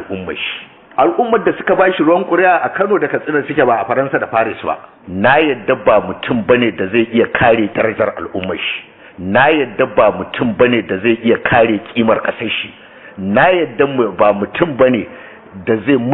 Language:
Hausa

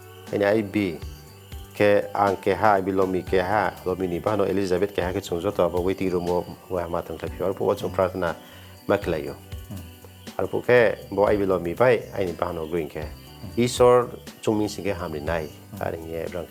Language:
Riang (India)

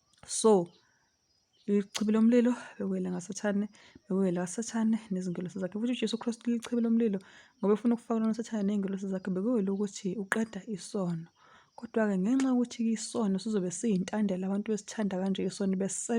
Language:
Zulu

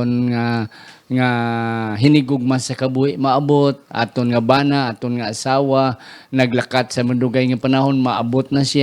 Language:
Hiligaynon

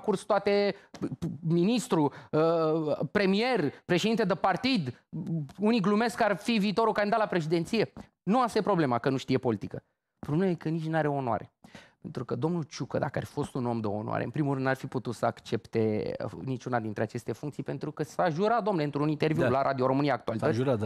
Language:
Romanian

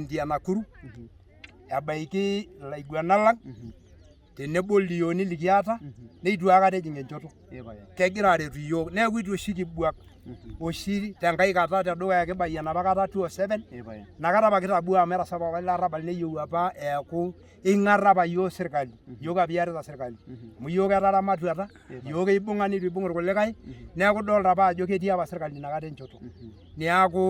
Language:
Masai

